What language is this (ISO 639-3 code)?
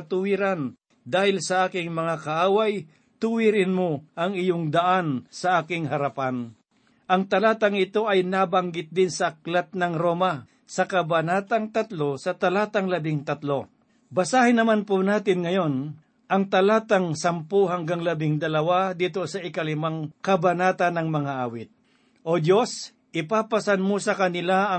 fil